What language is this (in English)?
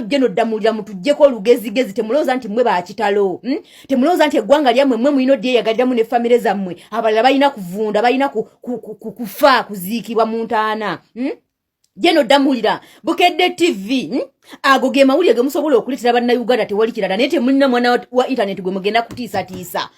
Ganda